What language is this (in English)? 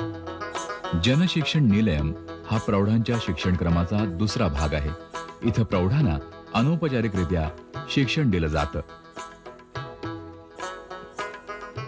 Marathi